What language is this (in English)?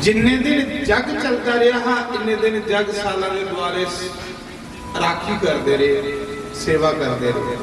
Dogri